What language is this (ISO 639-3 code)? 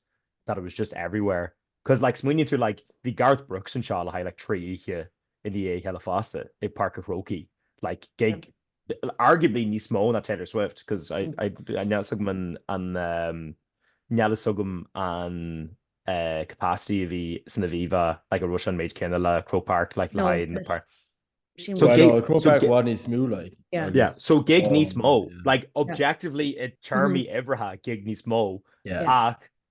gle